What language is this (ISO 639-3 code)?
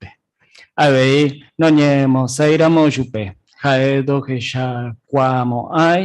grn